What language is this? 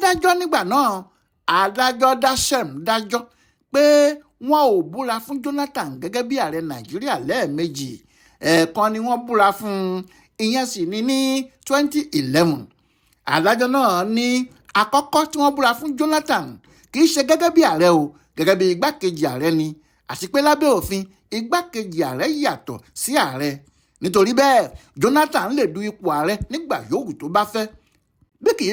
Yoruba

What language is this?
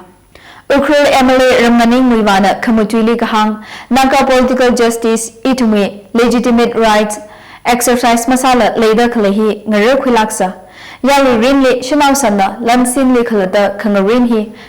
Tangkhul Naga (India)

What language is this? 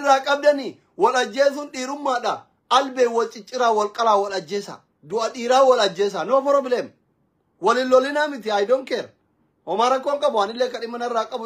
Oromo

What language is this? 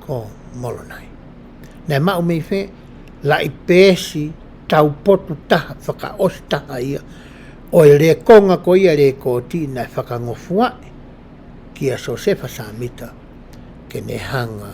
Tongan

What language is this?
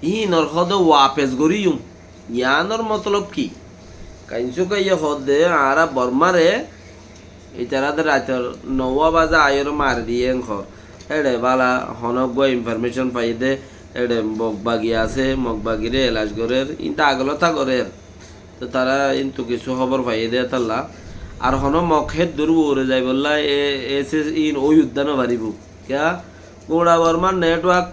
Rohingya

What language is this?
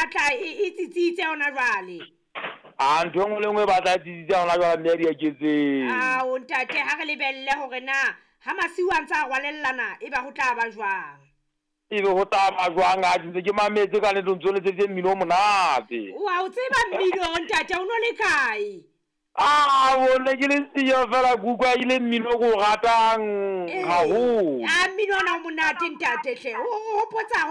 Southern Sotho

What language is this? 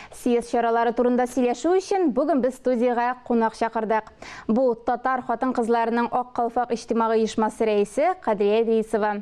Tatar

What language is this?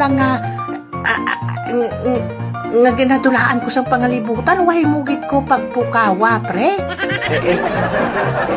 Hiligaynon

